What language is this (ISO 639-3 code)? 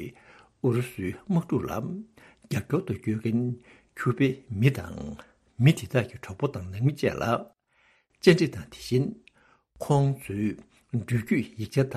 bod